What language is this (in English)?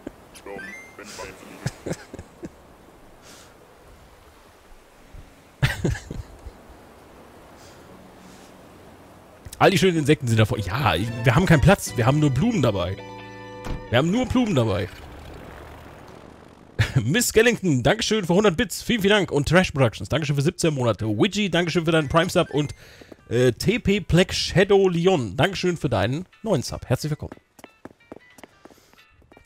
German